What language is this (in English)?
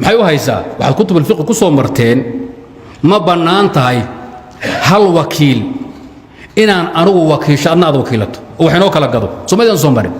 Somali